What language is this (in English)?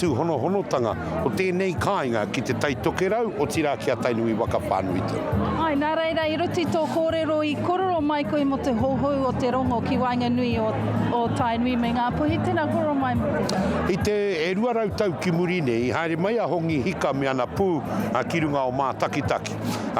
Māori